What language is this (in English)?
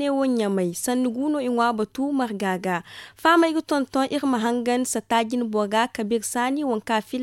Zarma